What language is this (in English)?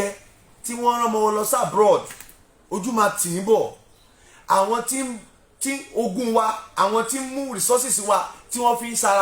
Yoruba